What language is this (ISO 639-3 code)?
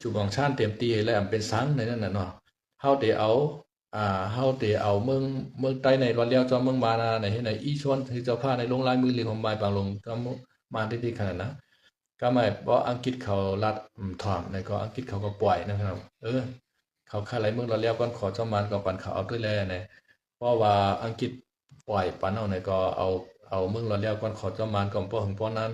shn